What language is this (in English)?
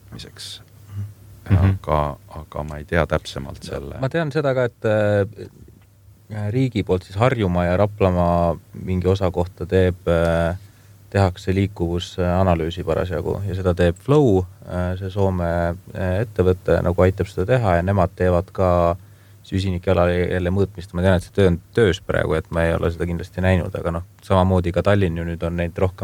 Estonian